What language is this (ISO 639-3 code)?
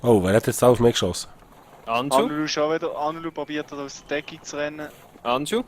gsw